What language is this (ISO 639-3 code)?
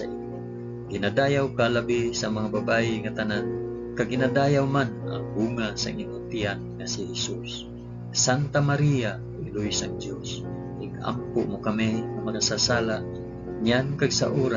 hil